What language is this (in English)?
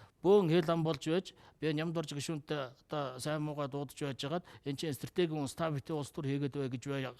Mongolian